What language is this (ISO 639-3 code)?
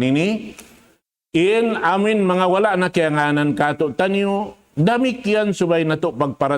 tsg